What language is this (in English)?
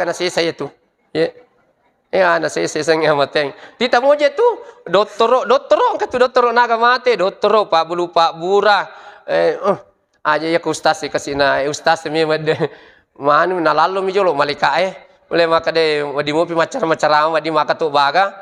Buginese